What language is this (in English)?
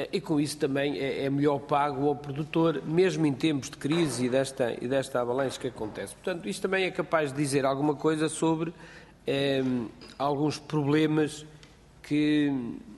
Portuguese